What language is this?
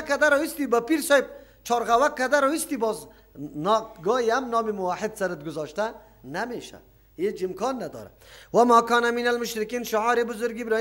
Persian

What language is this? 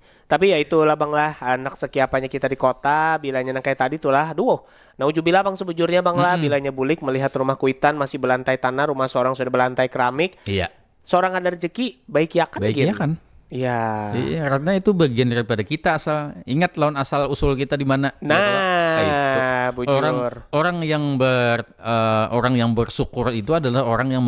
Banjar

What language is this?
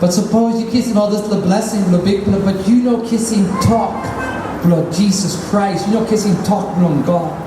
Tok Pisin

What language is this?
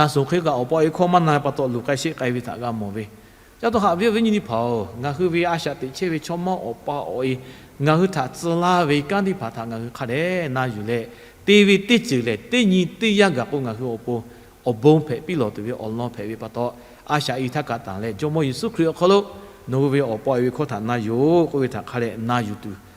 Lahu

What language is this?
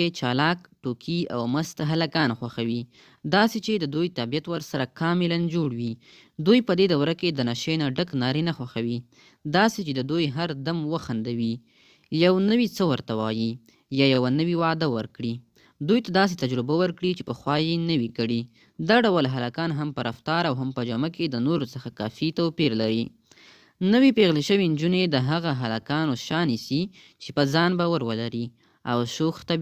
Pashto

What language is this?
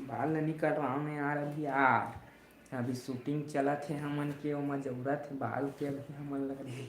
Chhattisgarhi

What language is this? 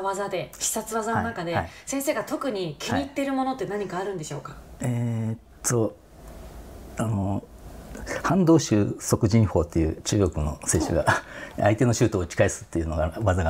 Japanese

